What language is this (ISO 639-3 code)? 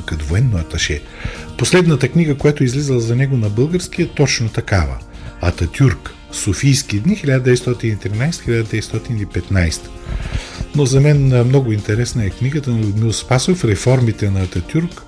bul